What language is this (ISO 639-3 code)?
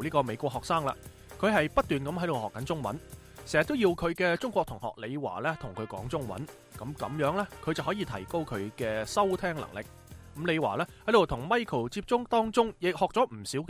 yue